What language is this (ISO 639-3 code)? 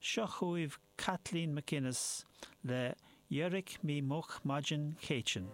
gle